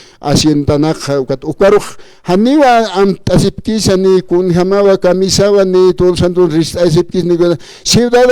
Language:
Aymara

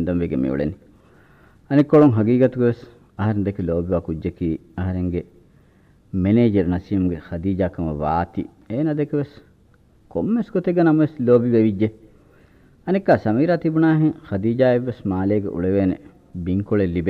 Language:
Divehi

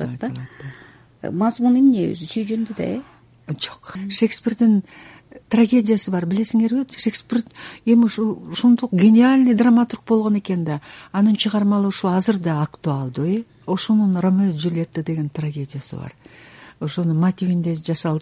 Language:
Kyrgyz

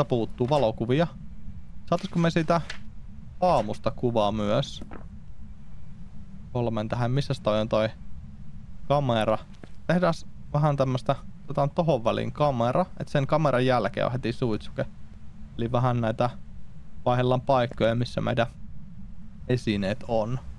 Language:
Finnish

